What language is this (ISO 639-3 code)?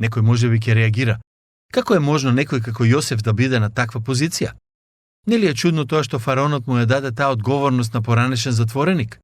mkd